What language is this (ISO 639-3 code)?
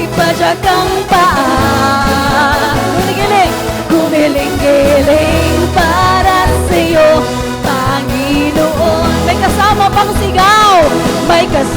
war